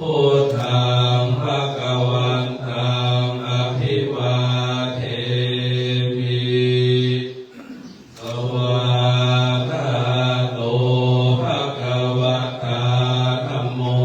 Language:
Pali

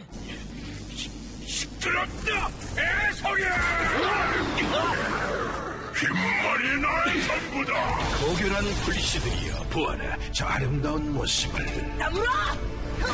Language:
Korean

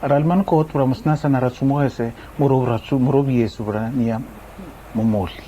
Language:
Araki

